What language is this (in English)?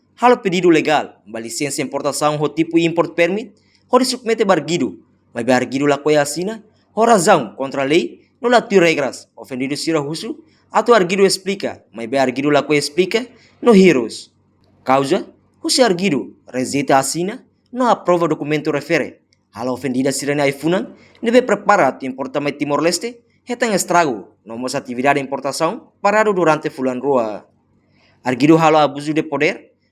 Tetum